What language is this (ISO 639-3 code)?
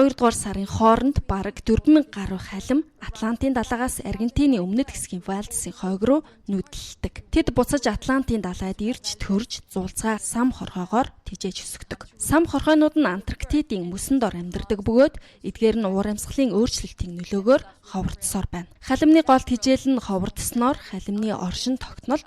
mon